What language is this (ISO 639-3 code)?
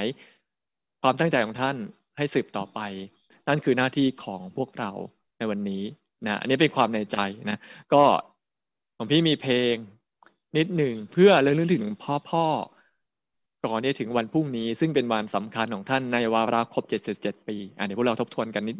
tha